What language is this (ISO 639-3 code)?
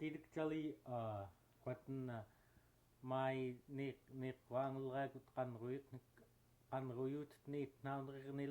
esu